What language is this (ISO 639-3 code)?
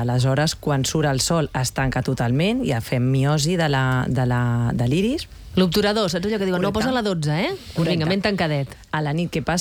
cat